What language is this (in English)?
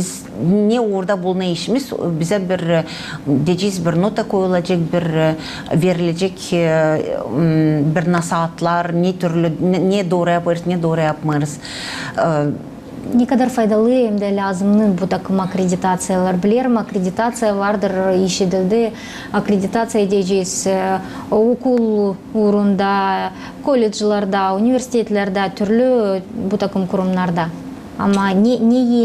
Gagauz